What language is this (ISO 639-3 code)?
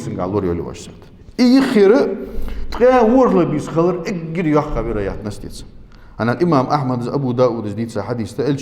inh